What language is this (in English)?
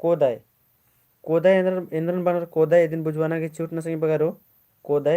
Kurukh